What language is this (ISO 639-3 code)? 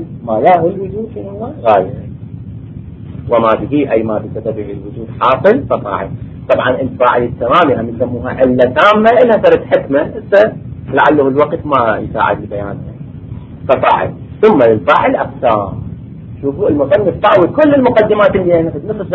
ara